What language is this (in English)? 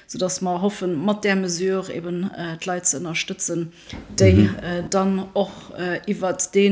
Luxembourgish